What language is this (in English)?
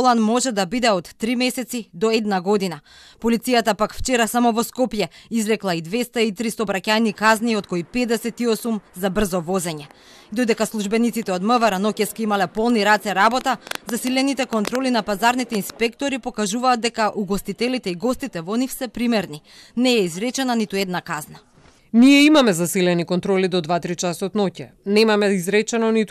Macedonian